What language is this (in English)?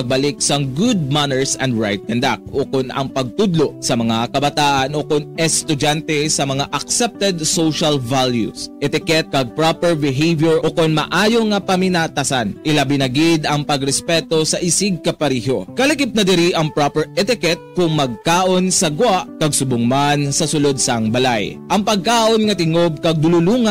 Hiligaynon